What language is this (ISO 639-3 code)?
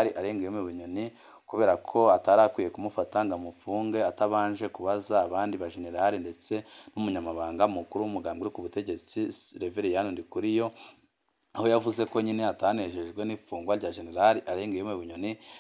run